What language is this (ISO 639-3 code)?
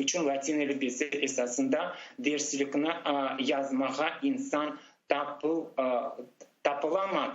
crh